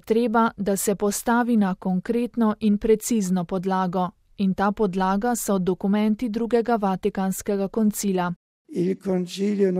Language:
Slovenian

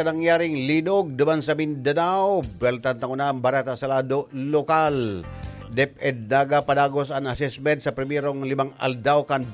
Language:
Bikol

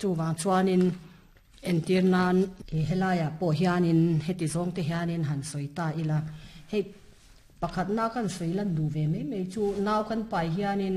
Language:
Mizo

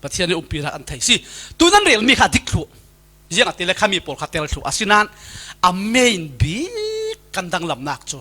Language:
Falam Chin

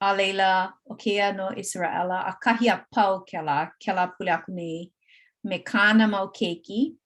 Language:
Hawaiian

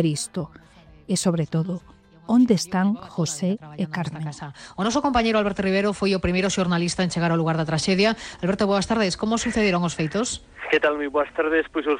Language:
Galician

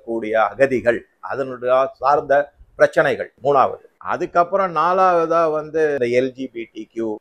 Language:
Tamil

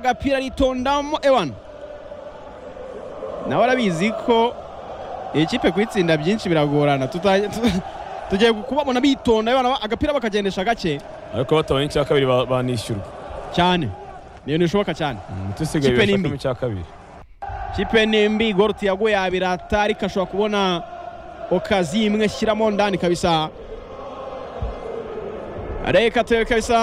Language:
Kinyarwanda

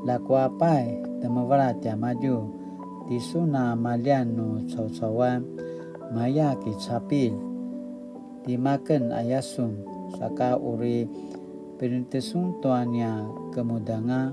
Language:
Paiwan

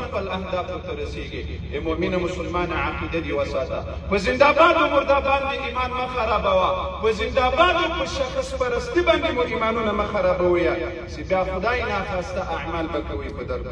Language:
Pashto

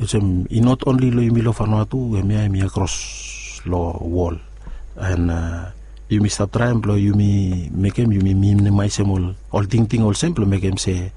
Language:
Bislama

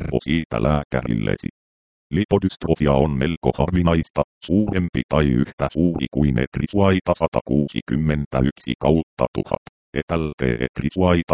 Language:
Finnish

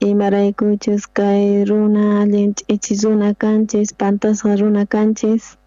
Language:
South Bolivian Quechua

